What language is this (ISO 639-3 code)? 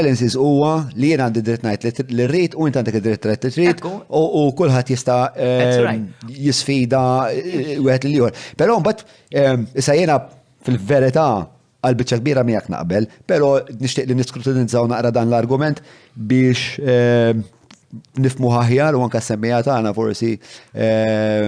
mlt